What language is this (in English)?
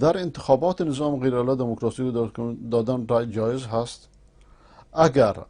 Persian